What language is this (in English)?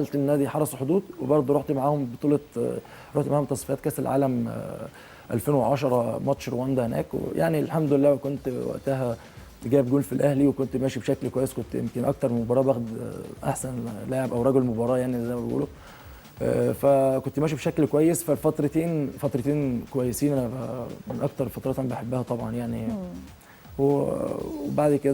Egyptian Arabic